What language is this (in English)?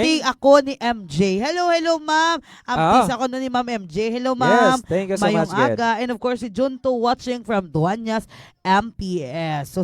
Hiligaynon